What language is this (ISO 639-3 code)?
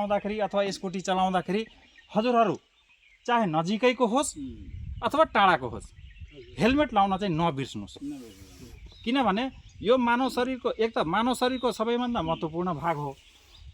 nep